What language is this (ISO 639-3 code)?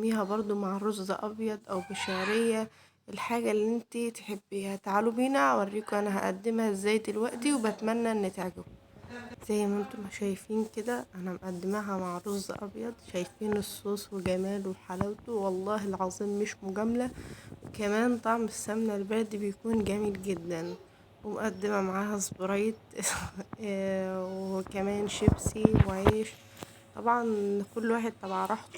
arz